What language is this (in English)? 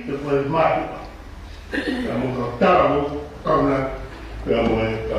Tongan